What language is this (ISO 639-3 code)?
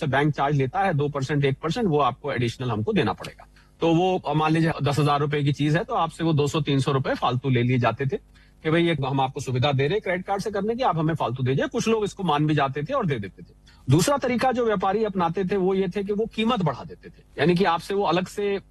hin